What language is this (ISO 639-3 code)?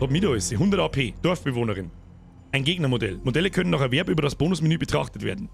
bar